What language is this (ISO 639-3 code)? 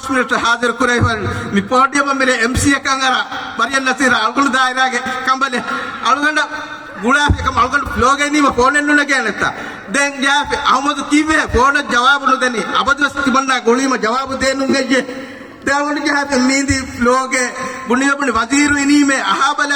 div